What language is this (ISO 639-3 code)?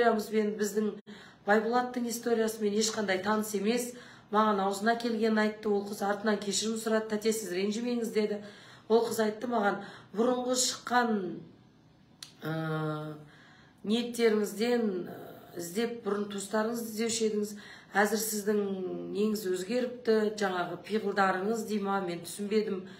kaz